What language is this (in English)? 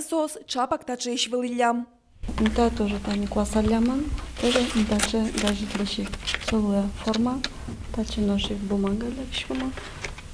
Udmurt